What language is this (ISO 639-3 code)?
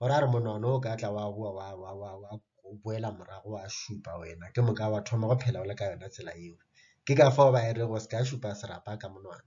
nso